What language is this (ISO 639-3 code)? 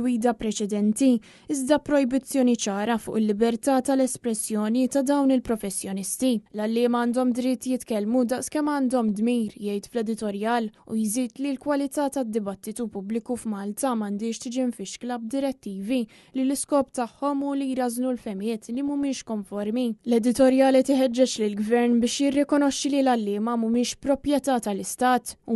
mlt